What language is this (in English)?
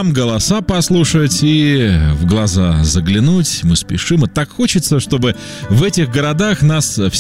Russian